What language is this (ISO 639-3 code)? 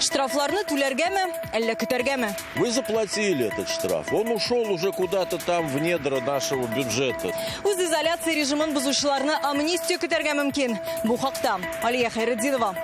tat